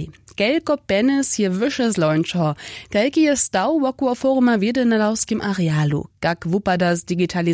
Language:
Upper Sorbian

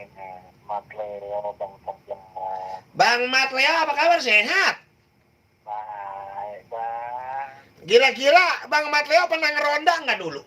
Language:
Betawi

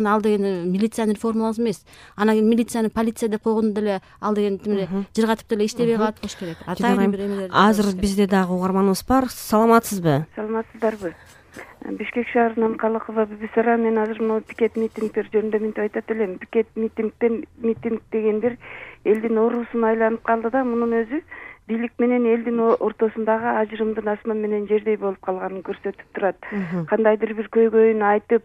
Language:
Kyrgyz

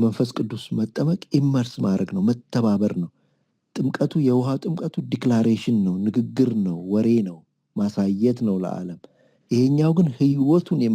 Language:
Amharic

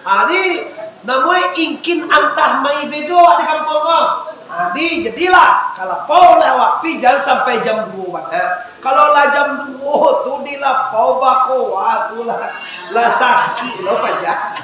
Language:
Minangkabau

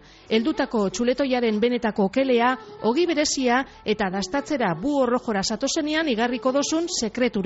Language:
Basque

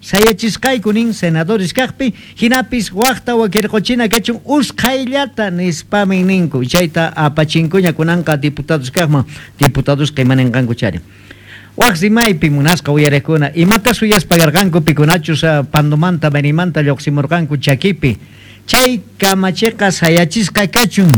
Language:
Quechua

